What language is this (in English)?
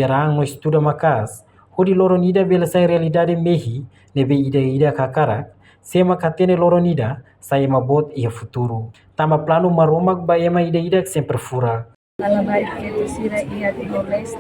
Tetum